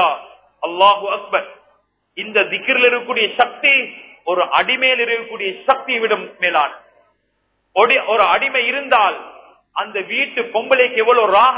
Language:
Tamil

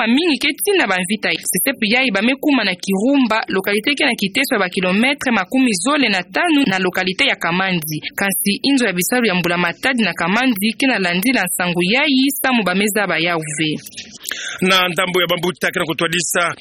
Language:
Kituba (Democratic Republic of Congo)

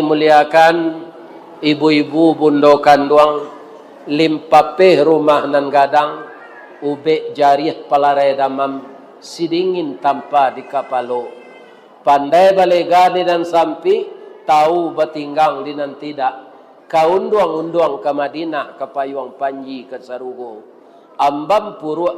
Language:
Minangkabau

